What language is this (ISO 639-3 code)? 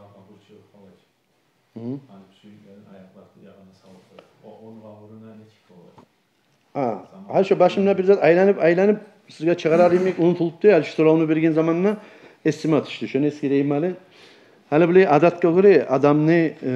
kum